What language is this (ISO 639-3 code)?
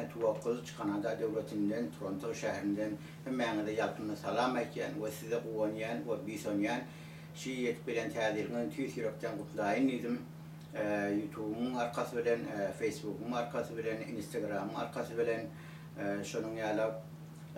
tuk